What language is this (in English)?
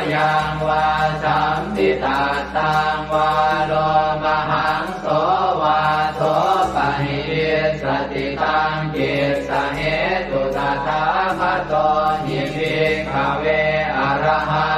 Pali